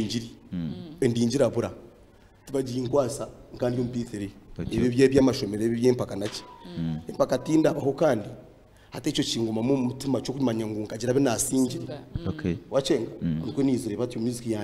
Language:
Nyankole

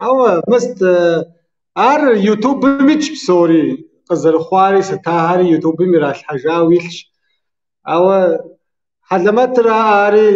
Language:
Kabardian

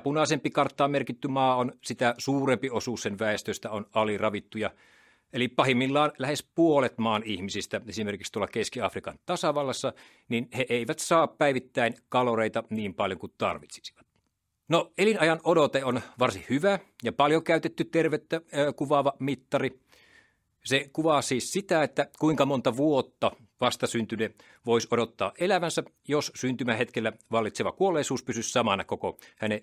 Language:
Finnish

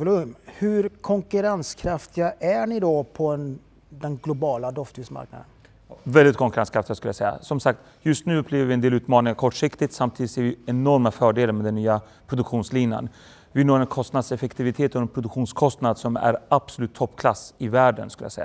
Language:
Swedish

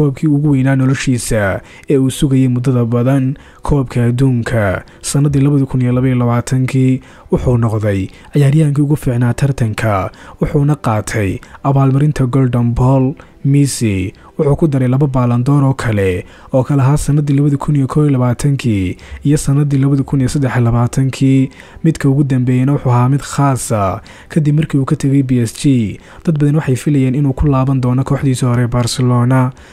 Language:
Somali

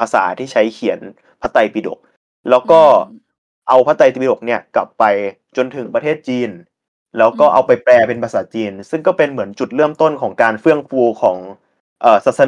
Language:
Thai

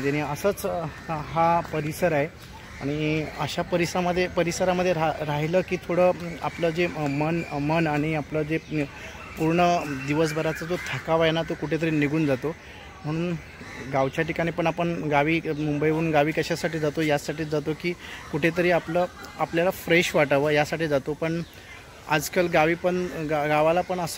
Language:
Marathi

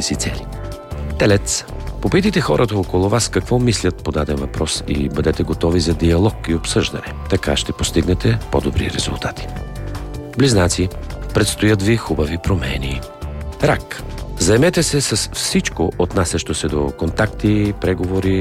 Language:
Bulgarian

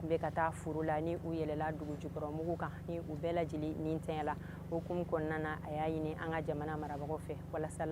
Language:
Bambara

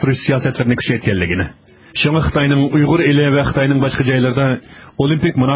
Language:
Uyghur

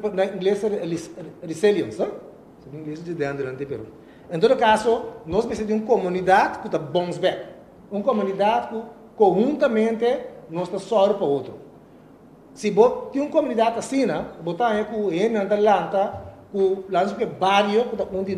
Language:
Papiamento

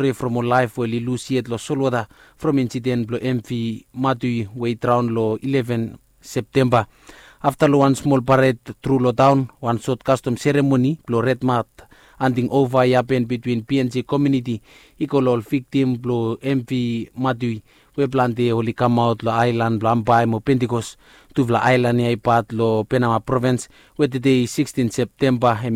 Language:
Bislama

